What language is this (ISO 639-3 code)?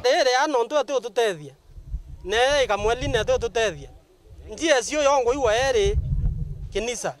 mer